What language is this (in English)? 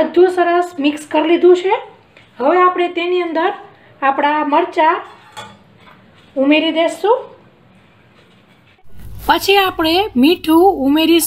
Gujarati